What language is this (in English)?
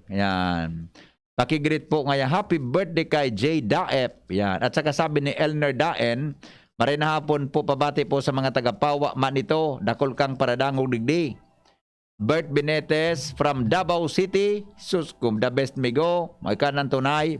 Bikol